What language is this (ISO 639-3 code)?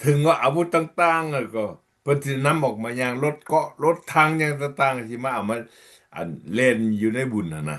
lao